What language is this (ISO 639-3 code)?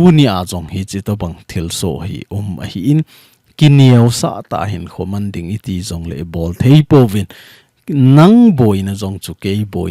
tcz